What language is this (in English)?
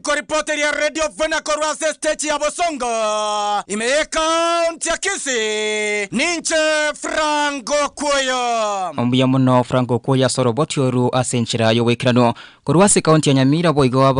Gusii